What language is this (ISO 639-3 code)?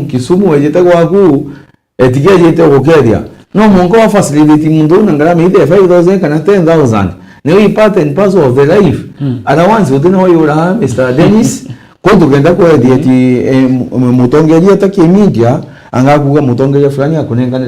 mer